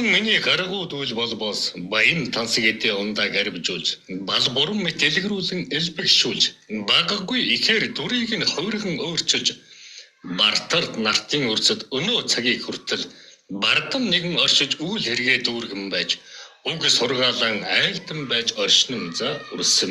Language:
Mongolian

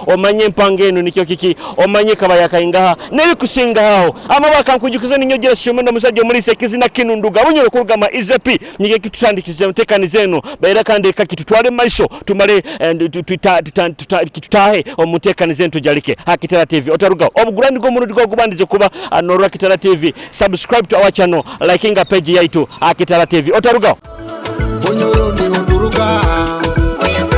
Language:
Nyoro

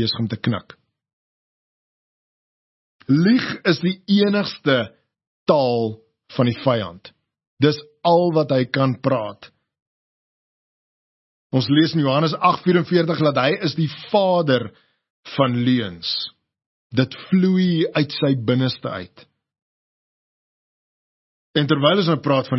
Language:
Afrikaans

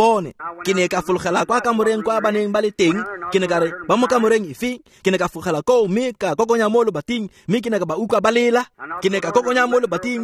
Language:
Tswana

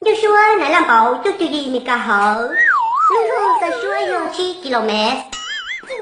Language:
Hmong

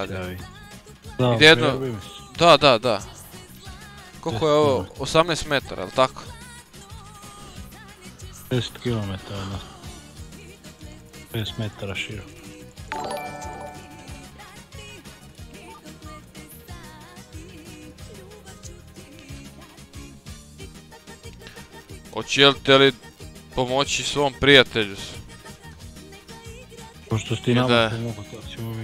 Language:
Croatian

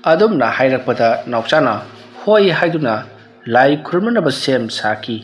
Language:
Manipuri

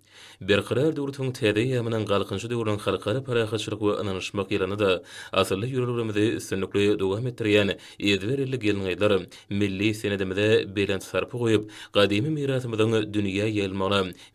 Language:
Turkmen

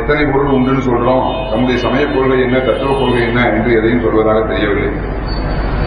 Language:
Tamil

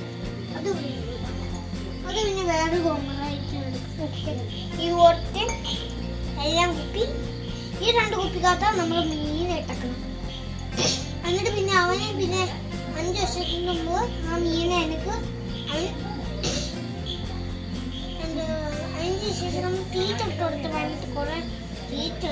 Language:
Malayalam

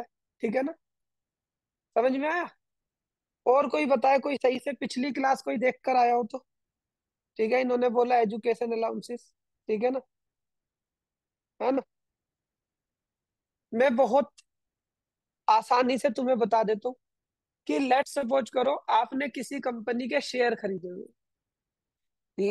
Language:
Hindi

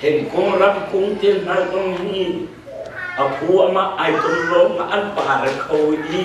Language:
Hakha Chin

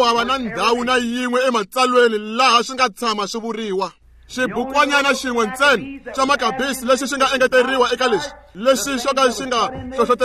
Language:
Tsonga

